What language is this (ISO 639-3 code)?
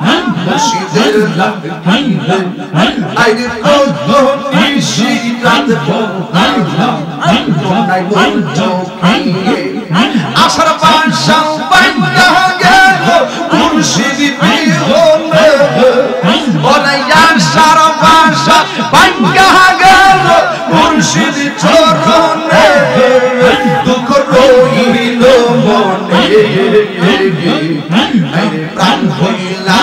ben